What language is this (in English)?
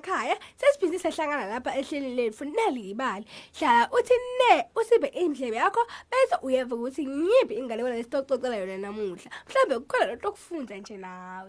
Swati